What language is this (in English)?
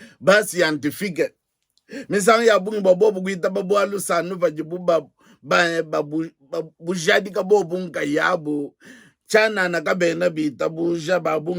Luba-Lulua